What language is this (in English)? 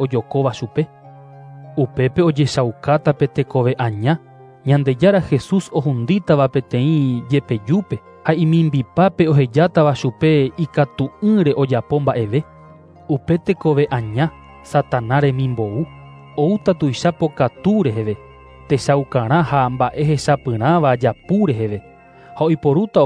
Guarani